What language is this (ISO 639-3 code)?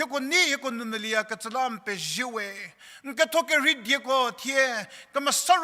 njm